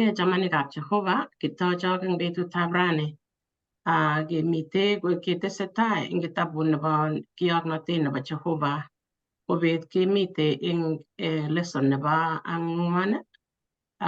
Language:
Kalenjin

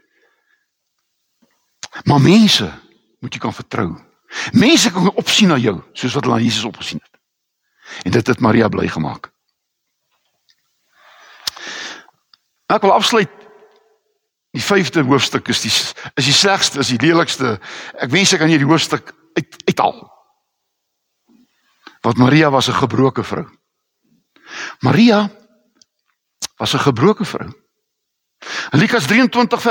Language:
Afrikaans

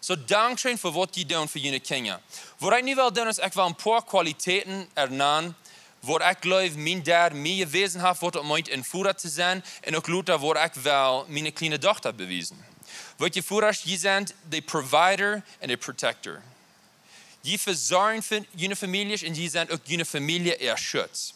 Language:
Plautdietsch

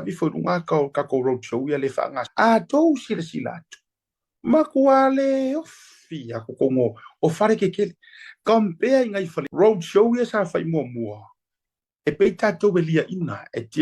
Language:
Samoan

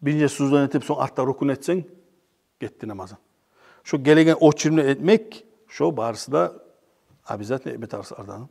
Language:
Kumyk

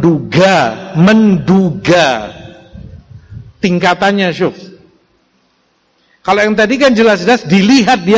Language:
Indonesian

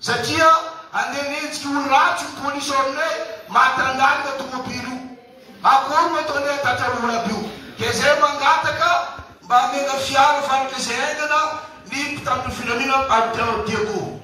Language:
Malagasy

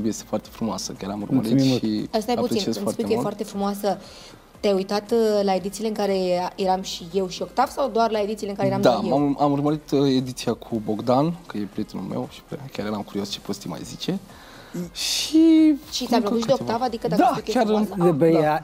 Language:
Romanian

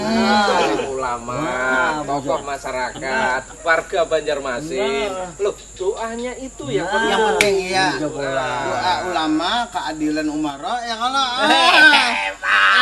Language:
Banjar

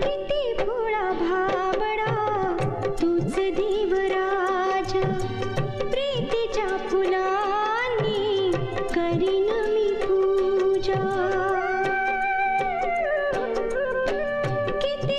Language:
Marathi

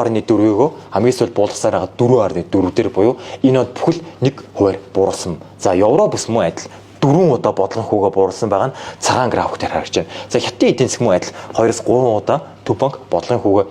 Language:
Mongolian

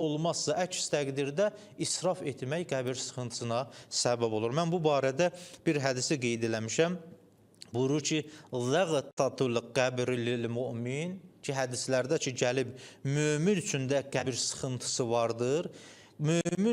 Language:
Azerbaijani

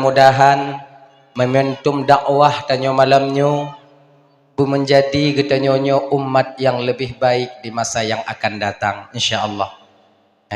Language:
Achinese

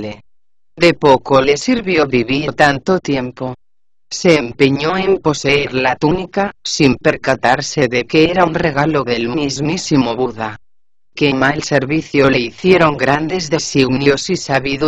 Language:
Spanish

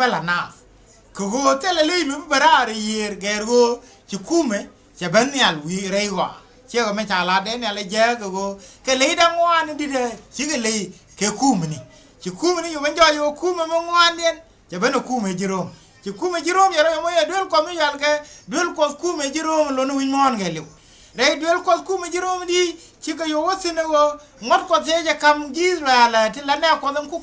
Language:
Nuer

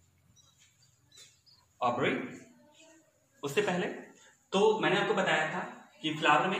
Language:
Hindi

